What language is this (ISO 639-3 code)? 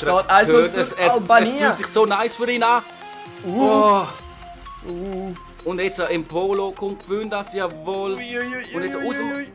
gsw